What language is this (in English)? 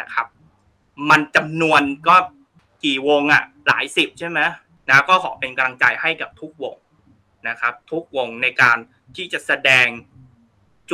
Thai